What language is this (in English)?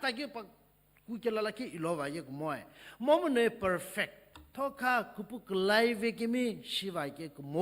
Sumi Naga